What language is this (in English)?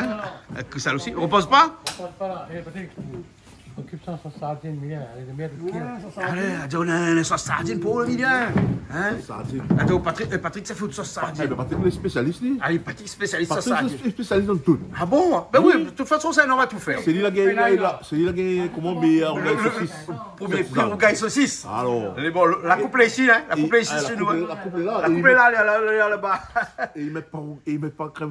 Réunion Creole French